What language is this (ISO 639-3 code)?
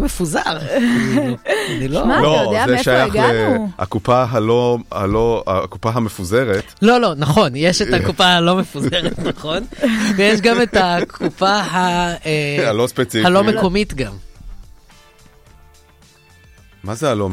heb